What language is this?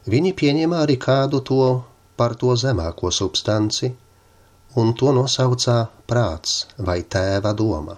Latvian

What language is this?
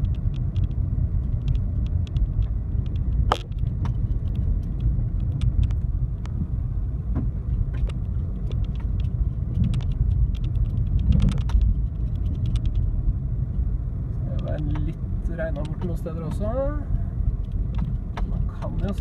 Norwegian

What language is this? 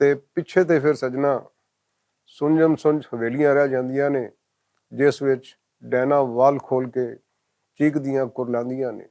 Western Panjabi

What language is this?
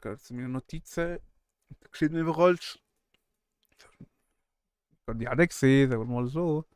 Swiss German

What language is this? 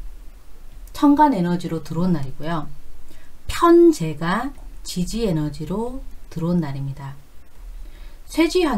Korean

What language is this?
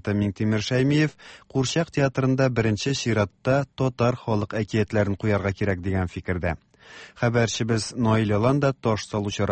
Tatar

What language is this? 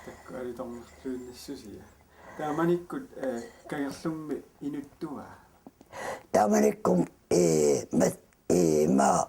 Kalaallisut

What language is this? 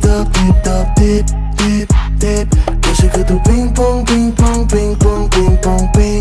Bulgarian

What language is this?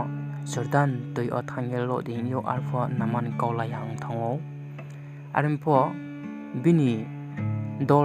Riang (India)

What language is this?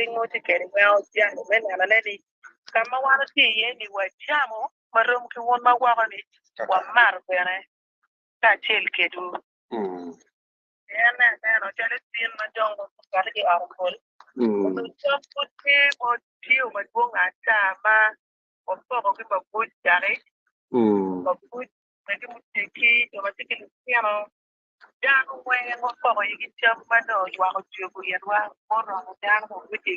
Acoli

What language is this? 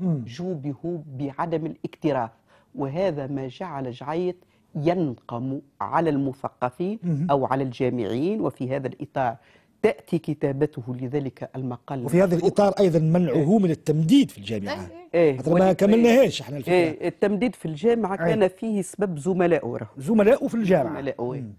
Tunisian Arabic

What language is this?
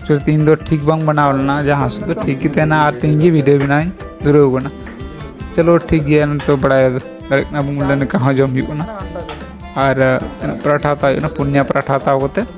Santali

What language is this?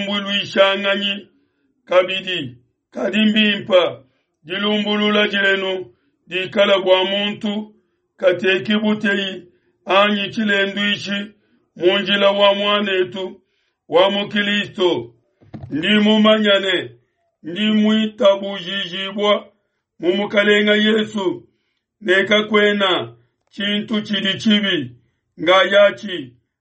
Luba-Lulua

